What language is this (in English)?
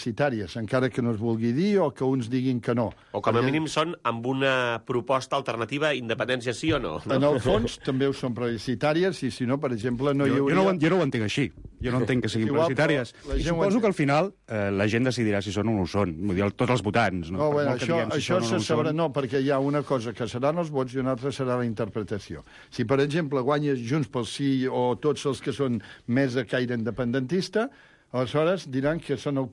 Catalan